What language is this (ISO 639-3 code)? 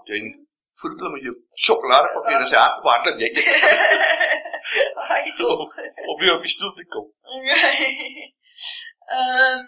afr